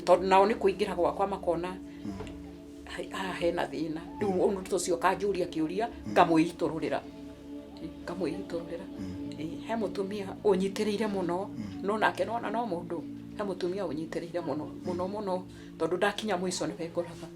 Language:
Kikuyu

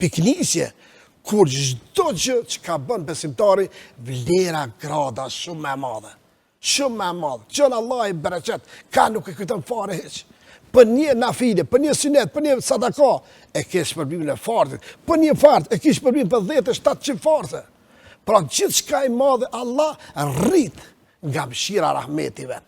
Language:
Albanian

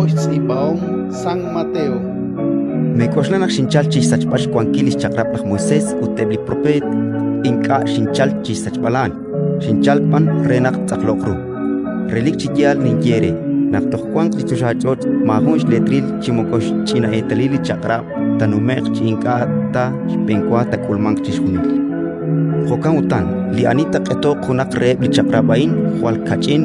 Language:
Kekchí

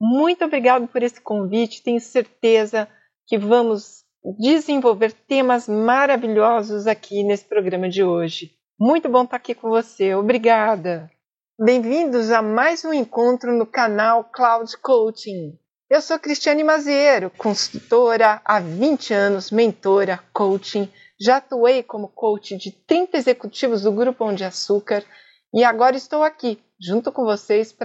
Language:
Portuguese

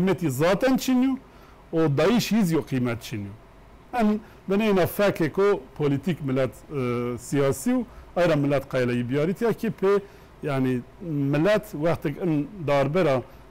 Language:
Zaza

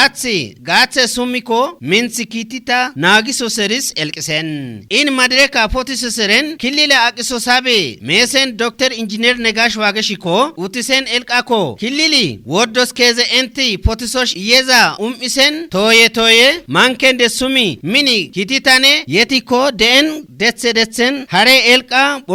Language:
Kafa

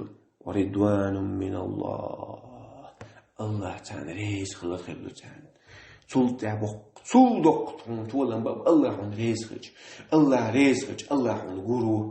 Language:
Chechen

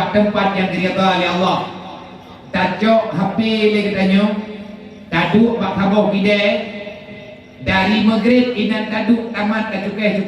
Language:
Achinese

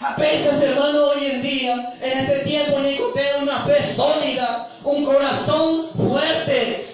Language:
Guarani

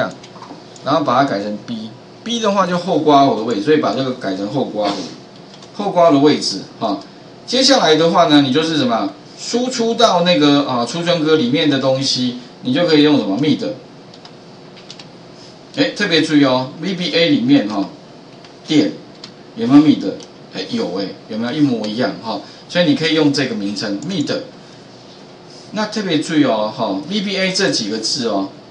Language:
Chinese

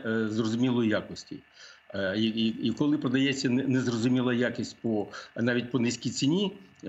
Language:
Ukrainian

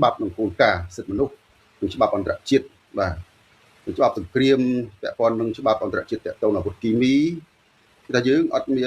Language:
Khmer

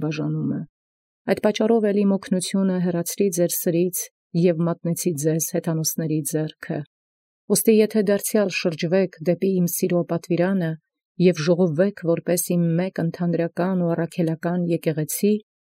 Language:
Armenian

